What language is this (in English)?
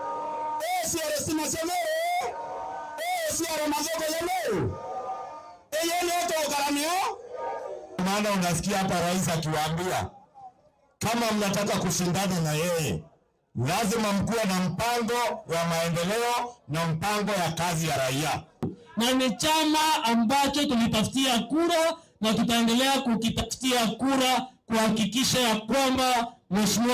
Meru